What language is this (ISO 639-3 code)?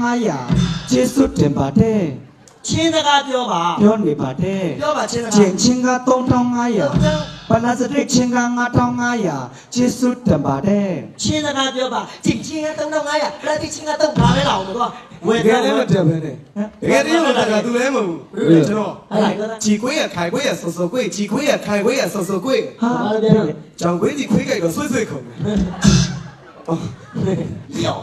mya